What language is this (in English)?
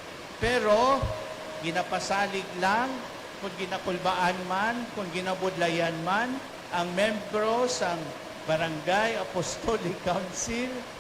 Hiligaynon